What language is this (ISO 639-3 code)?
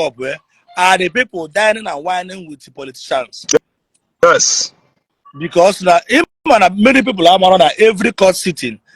ibo